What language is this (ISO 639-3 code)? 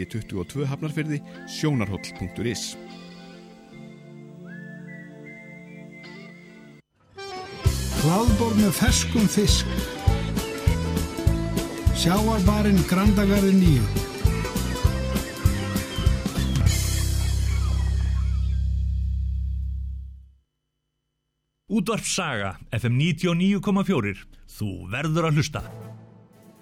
isl